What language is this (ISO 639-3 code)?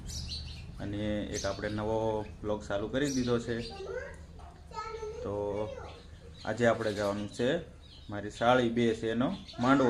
guj